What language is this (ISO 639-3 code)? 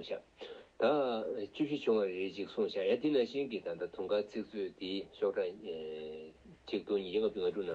bod